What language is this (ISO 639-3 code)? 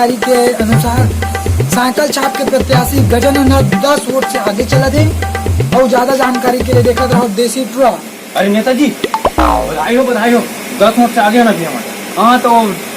hne